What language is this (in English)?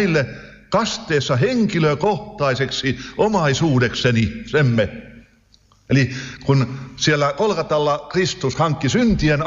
Finnish